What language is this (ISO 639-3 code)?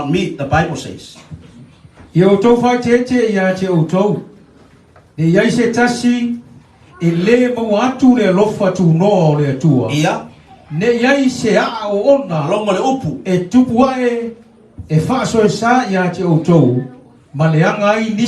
smo